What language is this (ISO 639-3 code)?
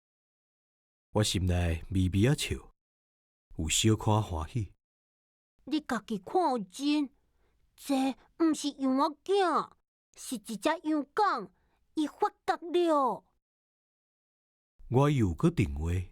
nan